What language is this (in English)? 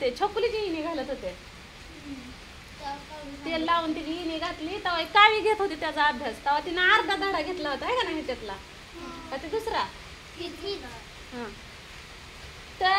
Marathi